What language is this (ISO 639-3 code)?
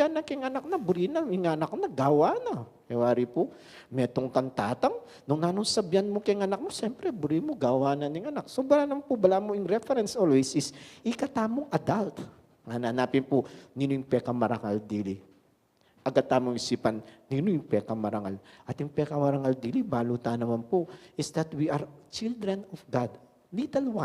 pam